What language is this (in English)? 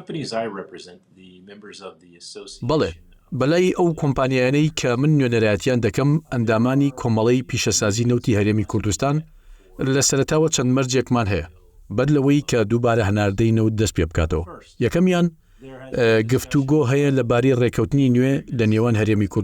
Central Kurdish